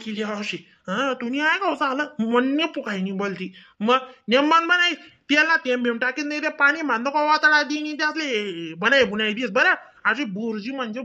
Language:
Khandesi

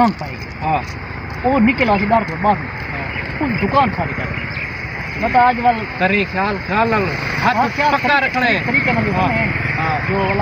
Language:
Saraiki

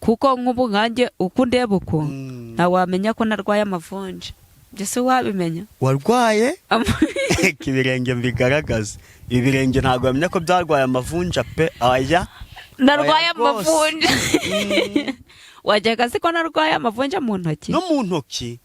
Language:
Kinyarwanda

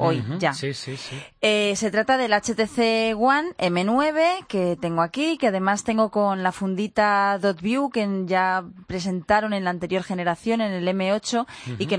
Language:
Spanish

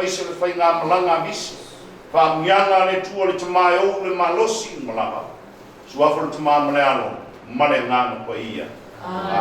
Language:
Samoan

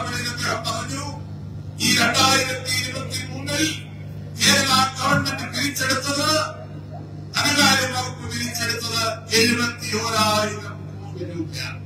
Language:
Malayalam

